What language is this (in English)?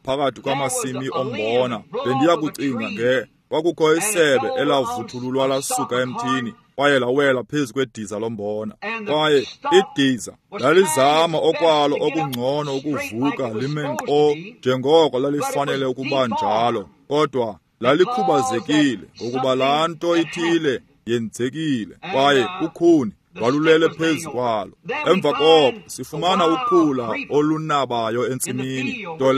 Xhosa